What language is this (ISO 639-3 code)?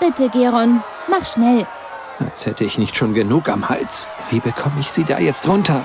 bar